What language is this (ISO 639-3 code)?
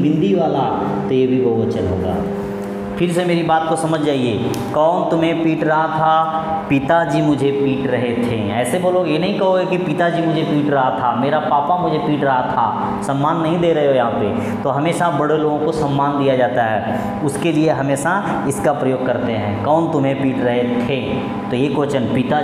hin